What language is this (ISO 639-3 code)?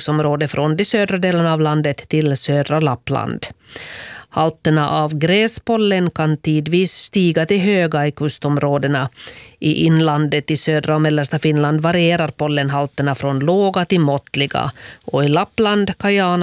swe